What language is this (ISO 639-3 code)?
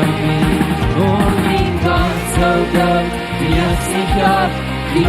pdt